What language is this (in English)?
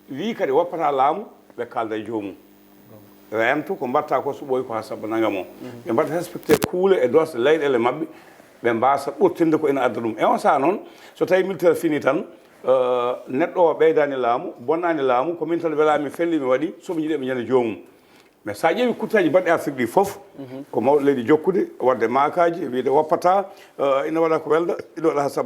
Fula